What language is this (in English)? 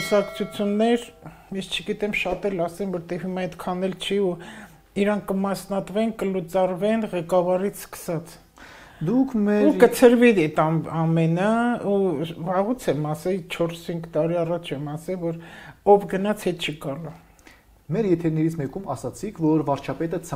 Armenian